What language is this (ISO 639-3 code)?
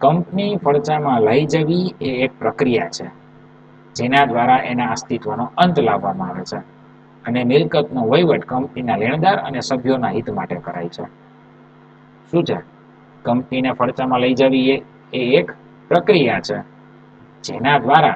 guj